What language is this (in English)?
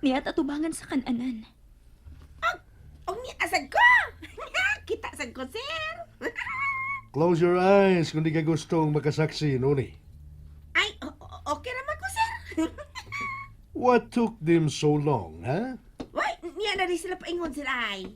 Cebuano